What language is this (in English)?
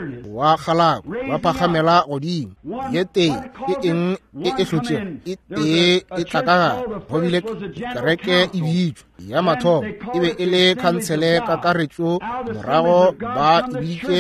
Northern Sotho